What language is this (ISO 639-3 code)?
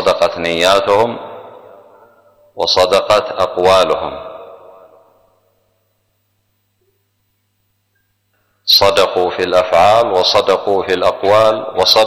ara